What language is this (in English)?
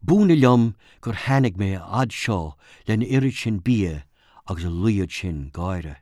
Irish